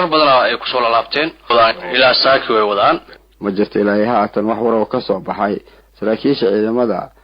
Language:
Somali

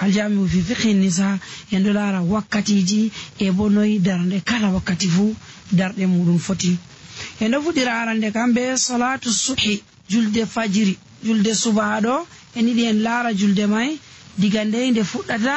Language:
Nigerian Fulfulde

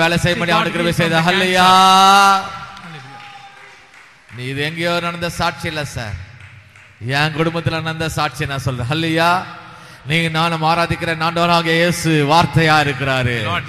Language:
Tamil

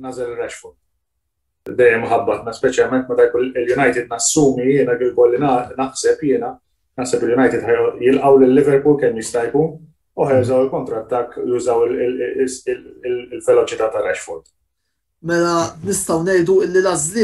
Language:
Maltese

